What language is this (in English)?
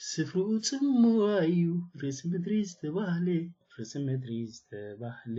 Tigrinya